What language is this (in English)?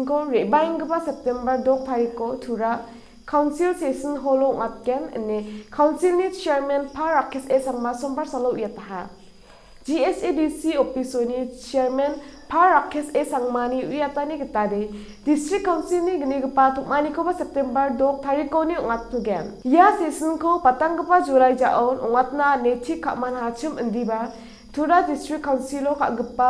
Garo